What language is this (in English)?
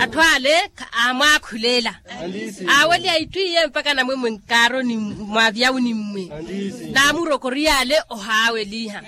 Makhuwa